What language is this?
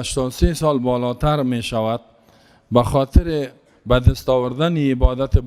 Persian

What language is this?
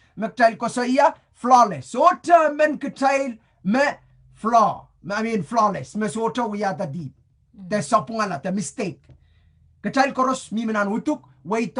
Pohnpeian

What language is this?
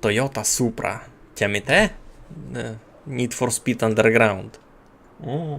Rusyn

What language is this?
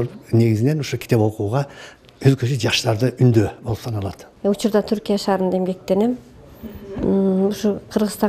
Kyrgyz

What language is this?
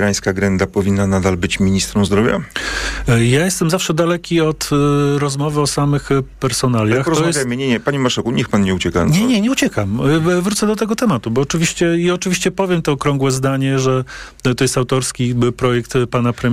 Polish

